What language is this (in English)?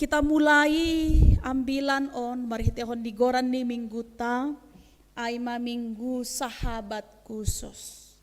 Batak Simalungun